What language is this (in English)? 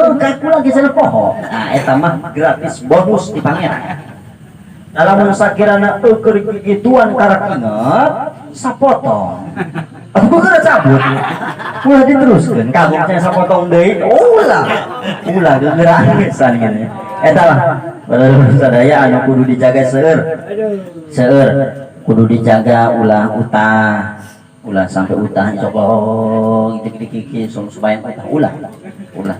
Sundanese